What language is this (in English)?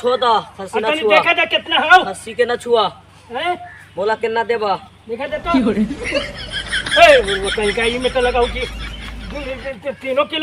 Magahi